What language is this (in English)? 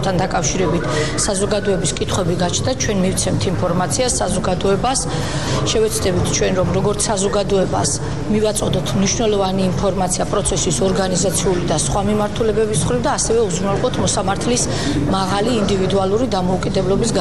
Georgian